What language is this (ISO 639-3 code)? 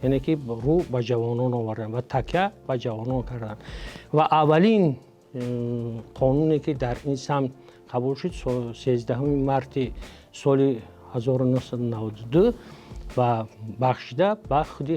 tgk